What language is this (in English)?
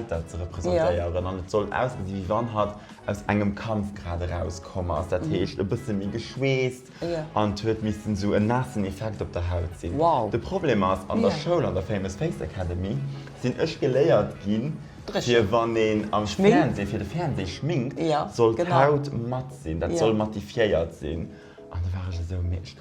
Luxembourgish